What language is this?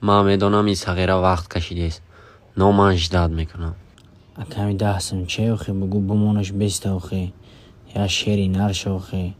Tajik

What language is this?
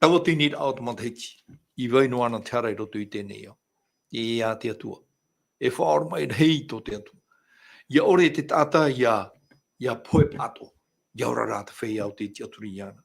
Tahitian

